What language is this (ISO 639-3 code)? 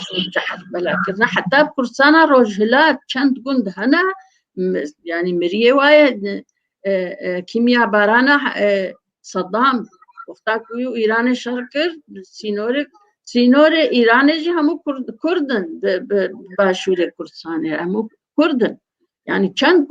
kur